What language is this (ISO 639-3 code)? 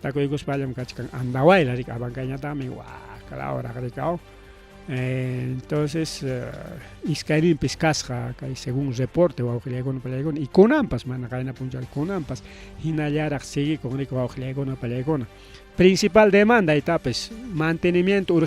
quy